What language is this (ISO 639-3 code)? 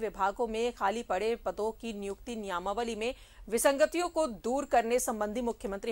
hin